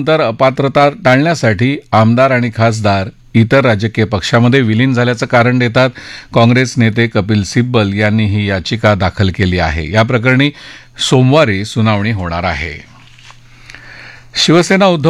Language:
Marathi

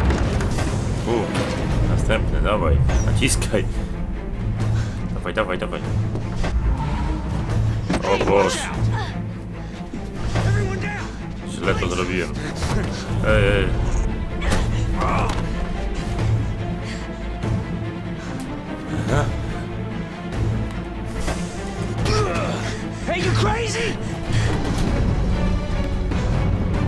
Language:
Polish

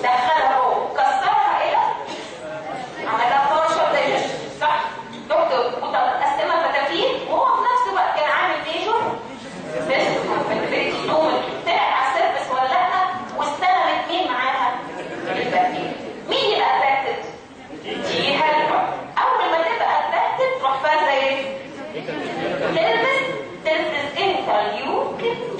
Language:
Egyptian Arabic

